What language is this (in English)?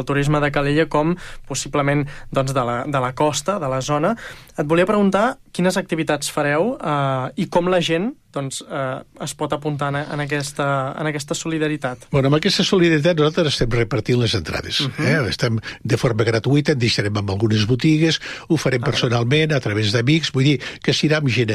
Catalan